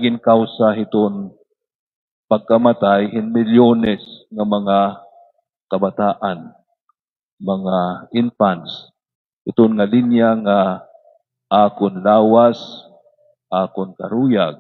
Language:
Waray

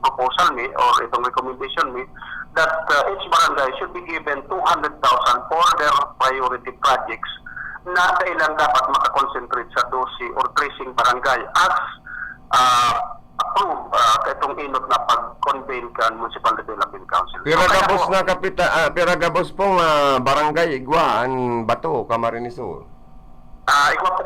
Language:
Bikol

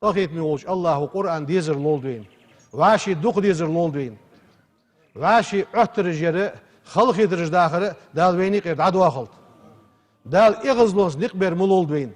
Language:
Ingush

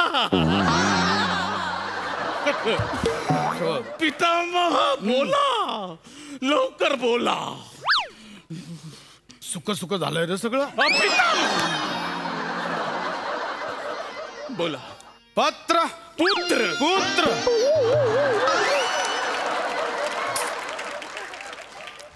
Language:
Marathi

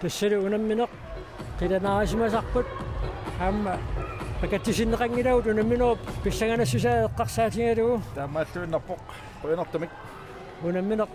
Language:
Kalaallisut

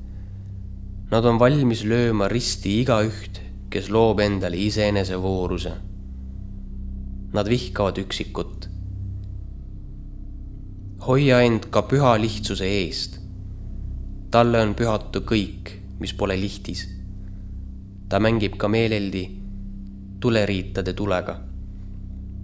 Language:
Estonian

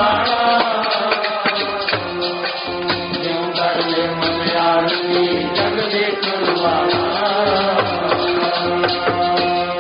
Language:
Punjabi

